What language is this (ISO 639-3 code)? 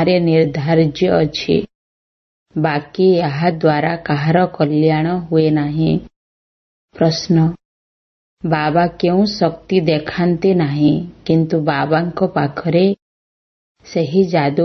ori